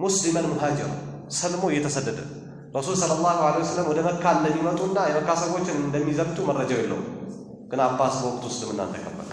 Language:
Amharic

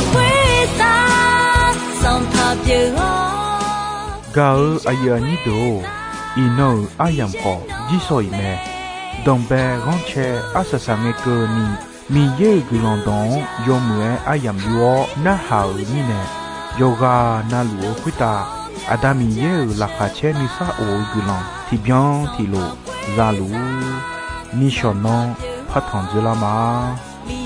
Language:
Akha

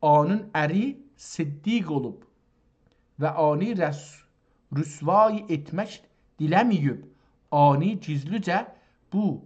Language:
South Azerbaijani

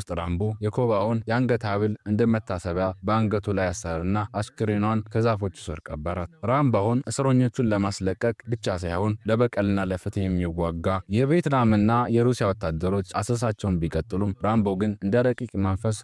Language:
Amharic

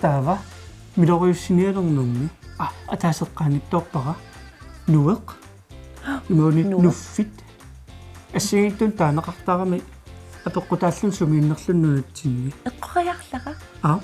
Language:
Kalaallisut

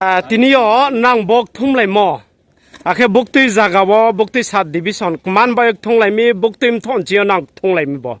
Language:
Riang (India)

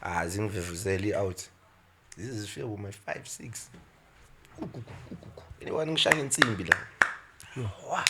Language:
Zulu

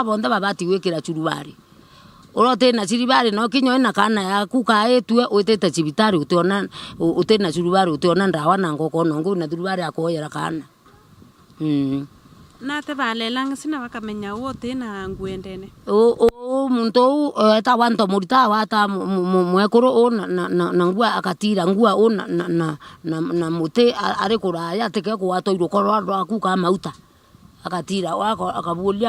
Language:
Meru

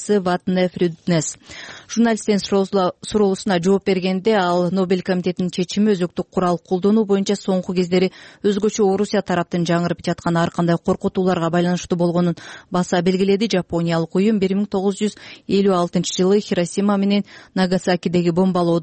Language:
Kyrgyz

